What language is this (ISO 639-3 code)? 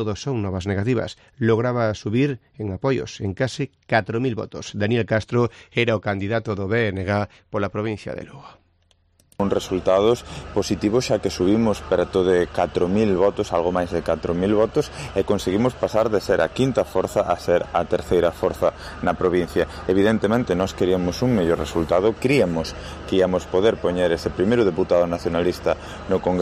glg